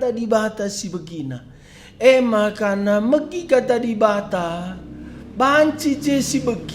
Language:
Batak Karo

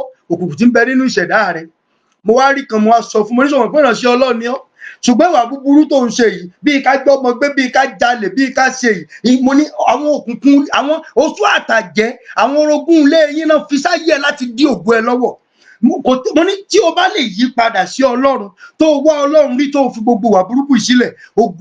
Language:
Yoruba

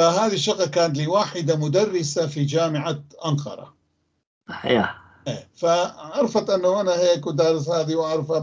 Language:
North Levantine Arabic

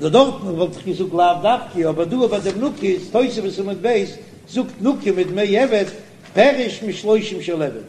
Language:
Yiddish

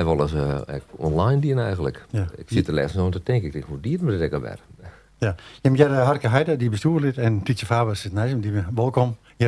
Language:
Western Frisian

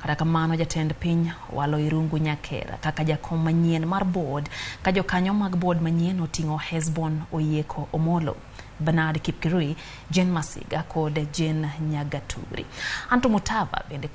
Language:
Luo (Kenya and Tanzania)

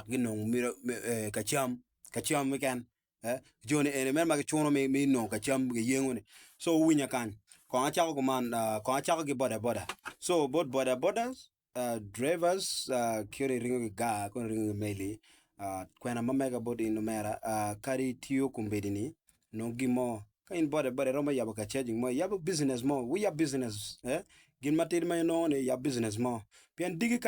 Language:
Acoli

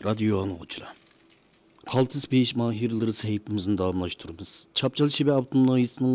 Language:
Uyghur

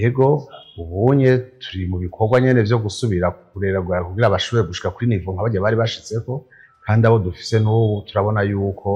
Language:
Rundi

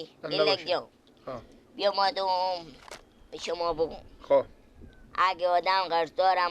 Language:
Persian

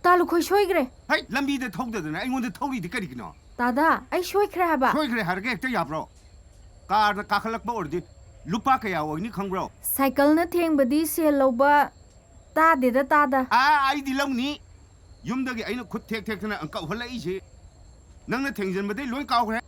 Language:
Manipuri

